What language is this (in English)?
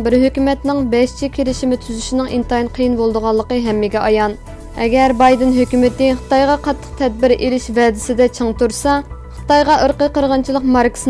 Uyghur